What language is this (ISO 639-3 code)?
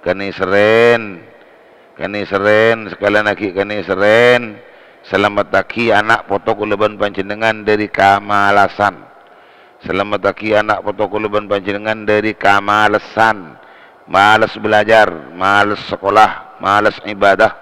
mad